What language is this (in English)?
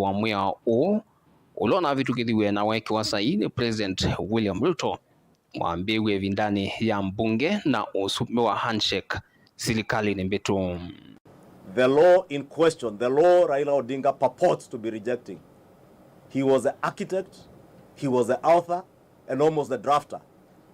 Kamba